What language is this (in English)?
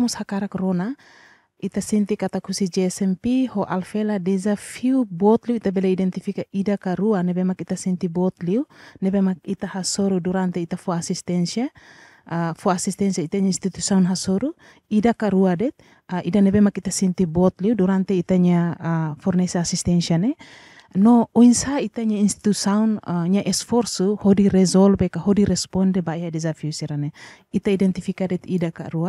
Tetum